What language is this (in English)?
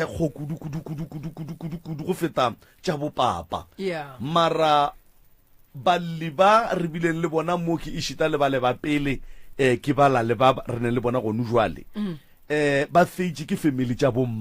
Northern Sotho